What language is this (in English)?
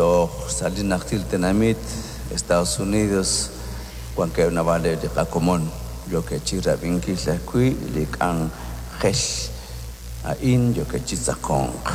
Kekchí